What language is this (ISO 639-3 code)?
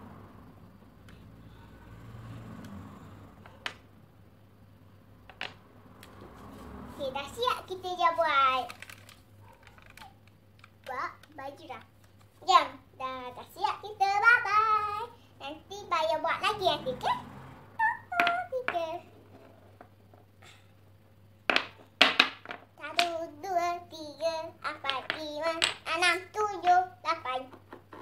msa